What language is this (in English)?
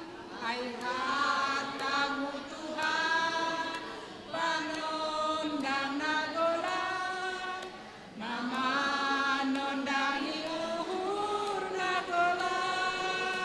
Batak Simalungun